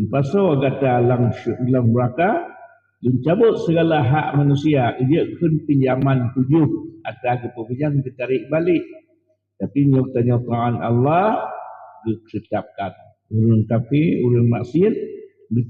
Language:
Achinese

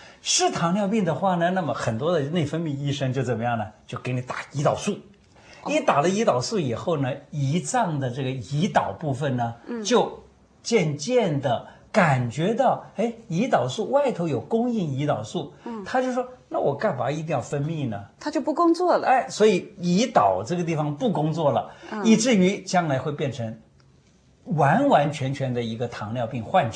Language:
Chinese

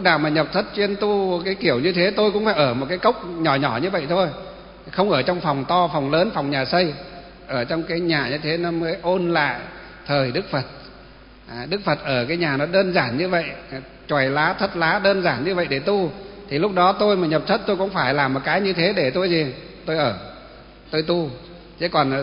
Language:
Vietnamese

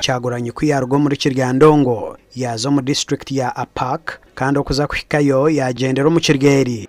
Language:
Nyankole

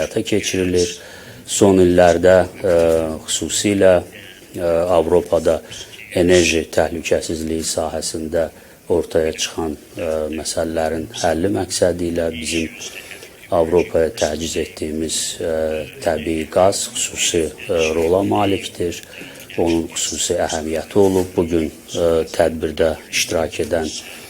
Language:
Azerbaijani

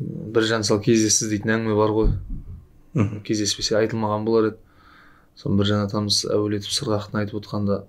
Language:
Kazakh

